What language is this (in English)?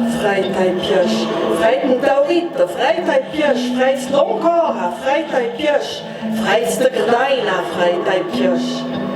Ladin